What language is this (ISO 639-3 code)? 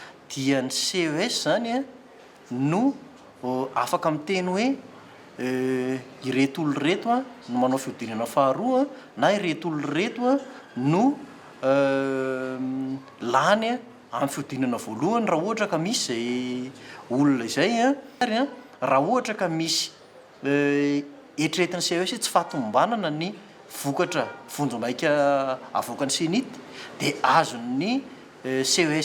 mlg